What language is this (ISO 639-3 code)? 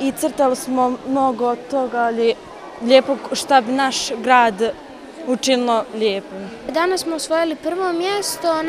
bos